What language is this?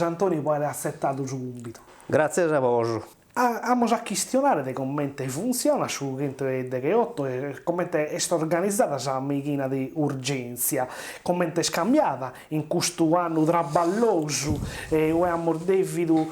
Sardinian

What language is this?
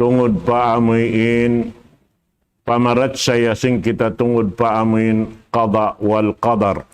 Tausug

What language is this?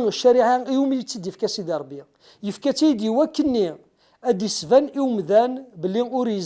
Kabyle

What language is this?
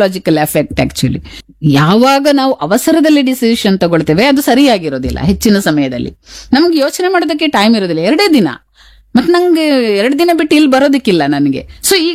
Kannada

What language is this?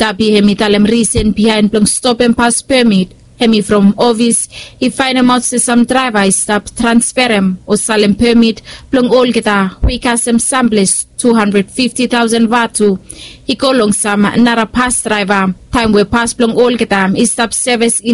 Bislama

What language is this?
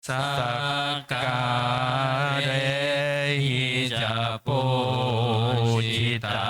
Pali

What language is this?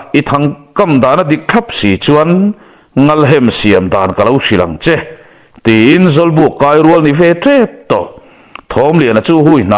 Mizo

